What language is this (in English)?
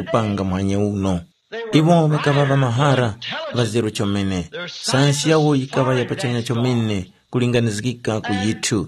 Tumbuka